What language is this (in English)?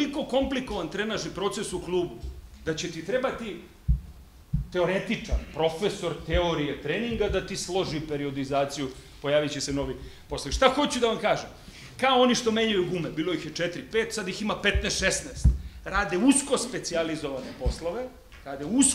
Serbian